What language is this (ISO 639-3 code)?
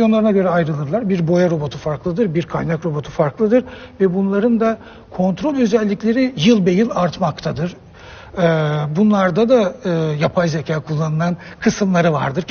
tur